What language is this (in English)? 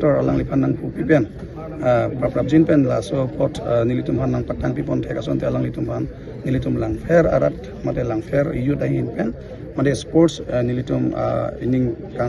Karbi